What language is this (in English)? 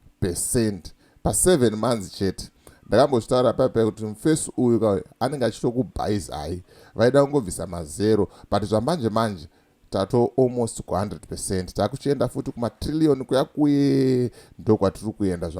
Shona